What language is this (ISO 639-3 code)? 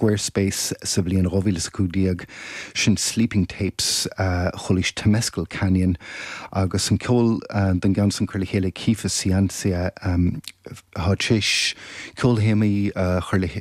gle